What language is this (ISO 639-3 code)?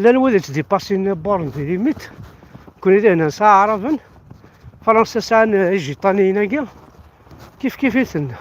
kab